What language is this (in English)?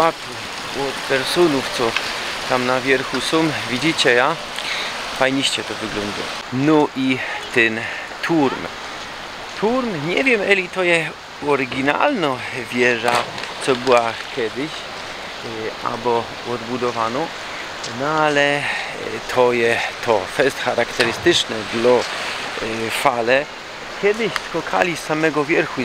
Silesian